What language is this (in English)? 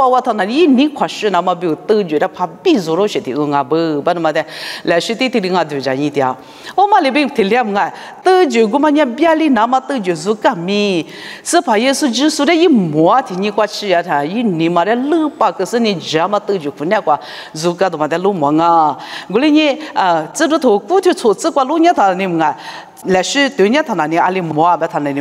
Lisu